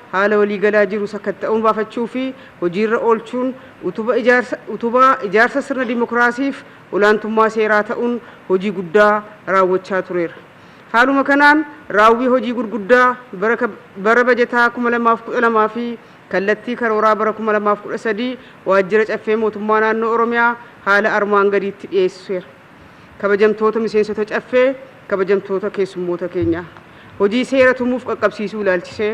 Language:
Oromo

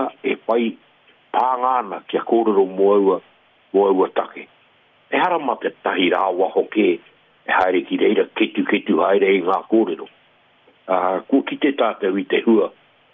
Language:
Māori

